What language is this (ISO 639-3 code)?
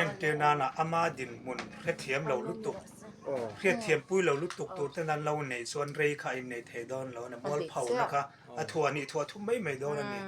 lus